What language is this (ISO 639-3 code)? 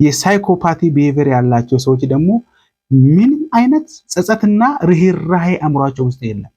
amh